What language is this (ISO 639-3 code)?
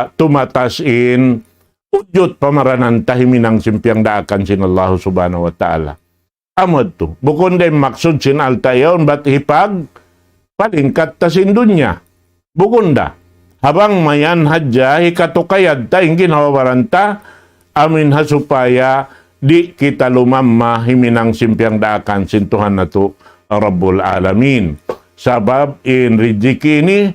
tsg